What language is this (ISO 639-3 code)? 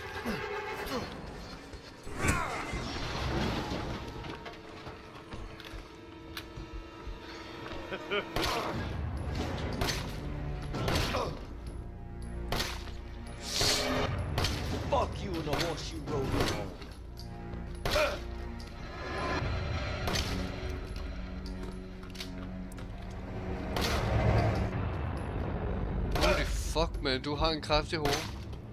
dan